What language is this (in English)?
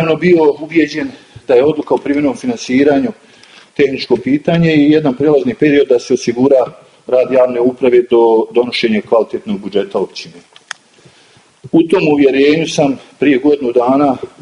Bosnian